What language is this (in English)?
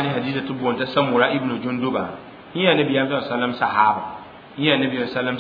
Mossi